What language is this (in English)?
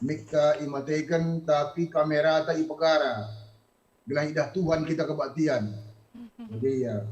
Batak Karo